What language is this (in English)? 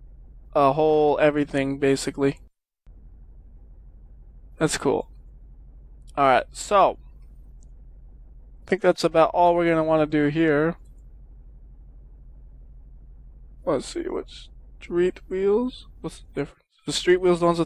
English